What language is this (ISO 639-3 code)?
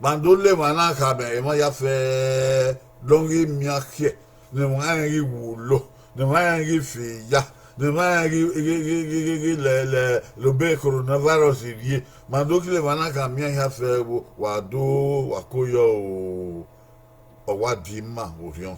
bin